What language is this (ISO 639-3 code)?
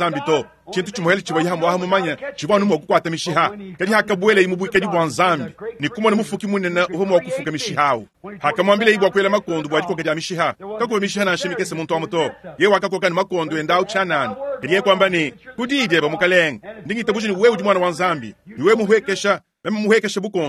lua